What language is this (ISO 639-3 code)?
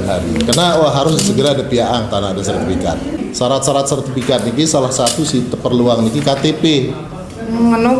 sas